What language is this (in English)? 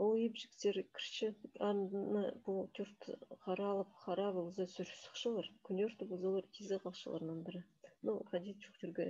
Khakas